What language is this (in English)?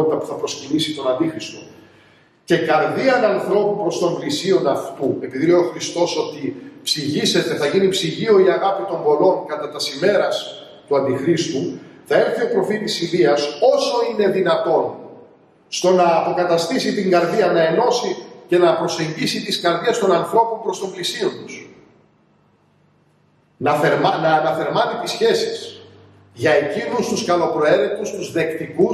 Greek